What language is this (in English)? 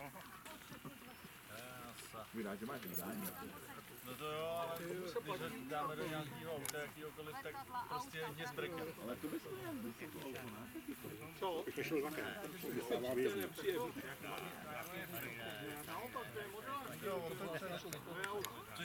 Czech